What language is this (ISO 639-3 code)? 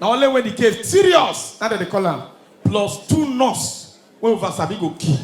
pcm